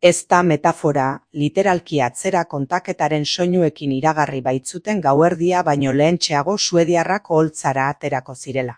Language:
Basque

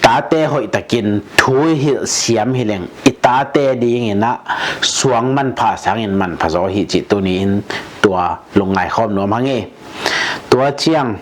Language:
Tedim Chin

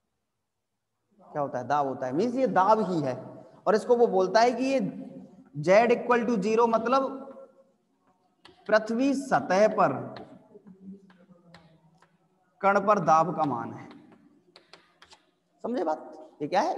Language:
Hindi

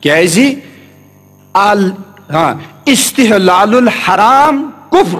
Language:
Kashmiri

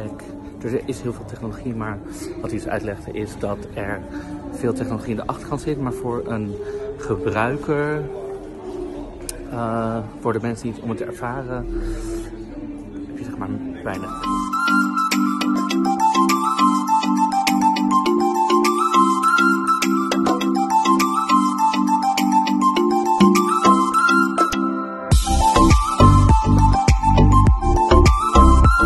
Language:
Dutch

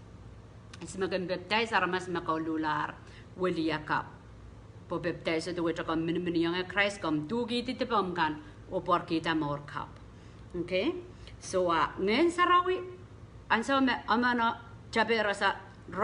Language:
Pohnpeian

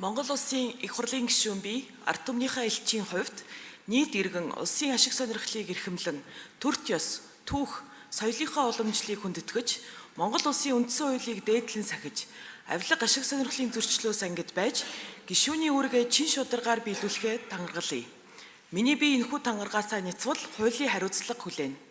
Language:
Mongolian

